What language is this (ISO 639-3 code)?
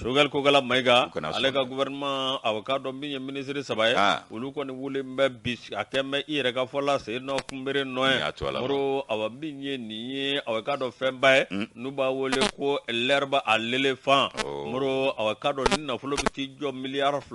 bam